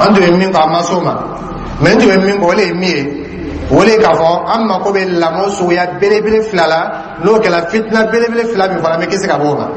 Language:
Dyula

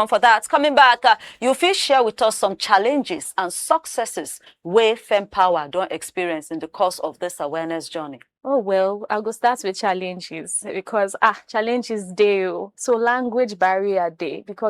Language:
Nigerian Pidgin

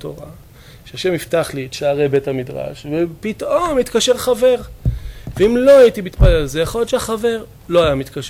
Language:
Hebrew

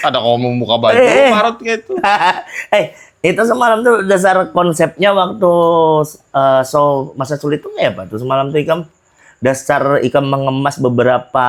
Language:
Banjar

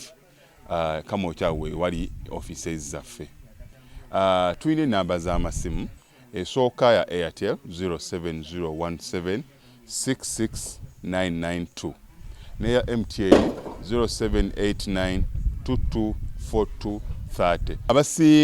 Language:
Ganda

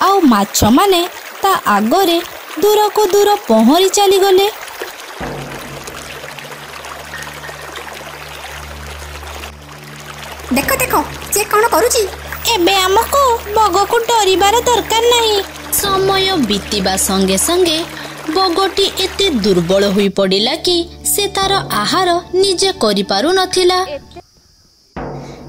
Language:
Odia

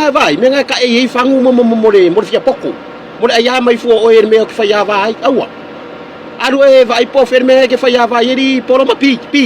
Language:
Samoan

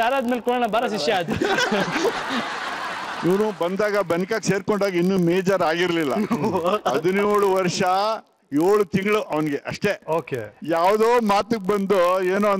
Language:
Kannada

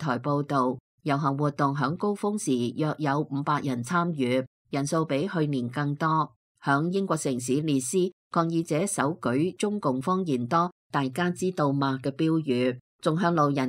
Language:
Cantonese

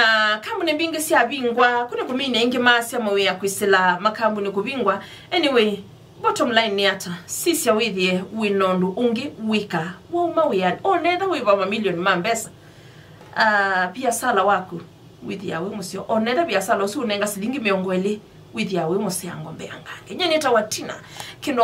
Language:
Kamba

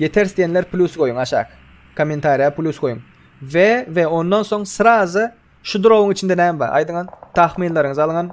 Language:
Turkmen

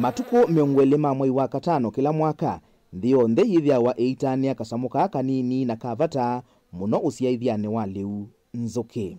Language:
Kamba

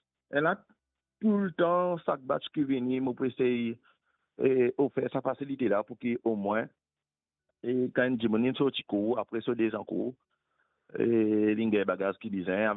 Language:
Morisyen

